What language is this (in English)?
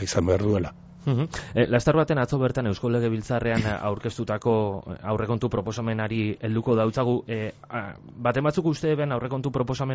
Basque